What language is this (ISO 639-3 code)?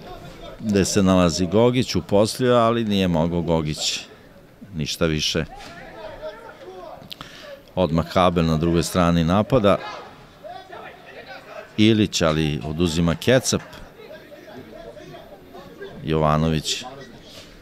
srp